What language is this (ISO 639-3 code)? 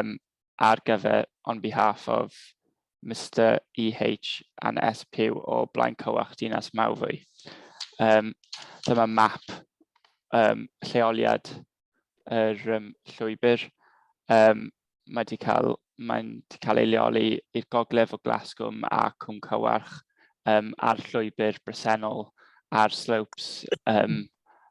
cym